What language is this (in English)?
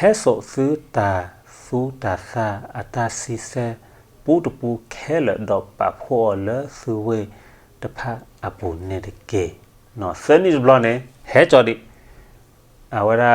S'gaw Karen